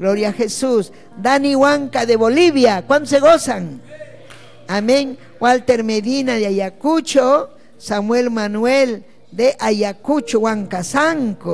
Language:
Ayacucho Quechua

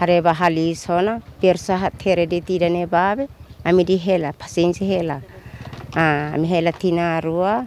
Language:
Tetum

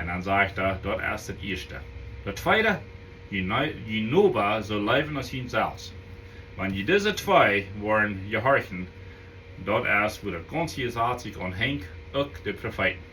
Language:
Plautdietsch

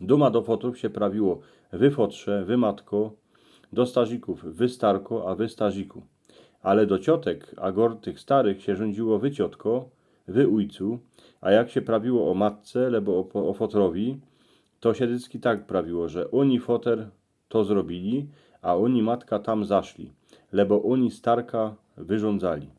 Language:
Silesian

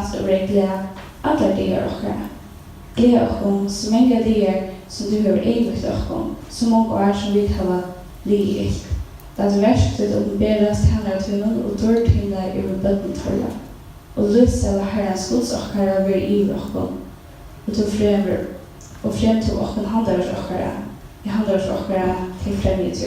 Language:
Faroese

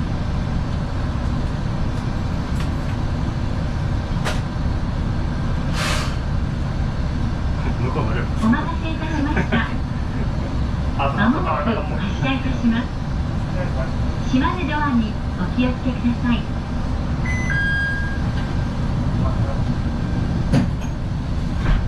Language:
Japanese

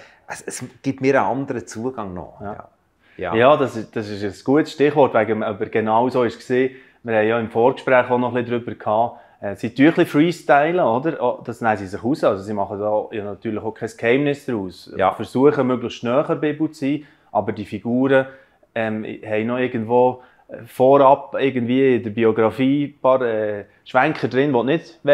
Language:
Swiss German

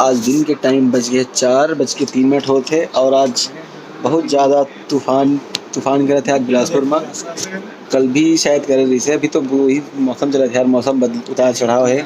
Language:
Chhattisgarhi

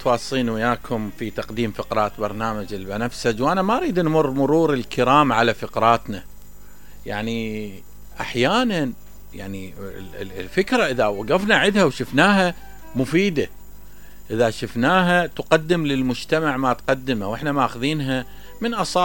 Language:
Mesopotamian Arabic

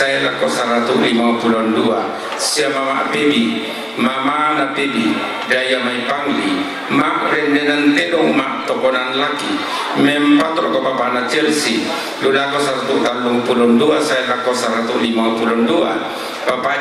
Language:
Toraja-Sa'dan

